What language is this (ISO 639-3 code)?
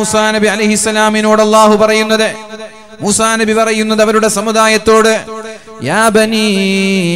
mal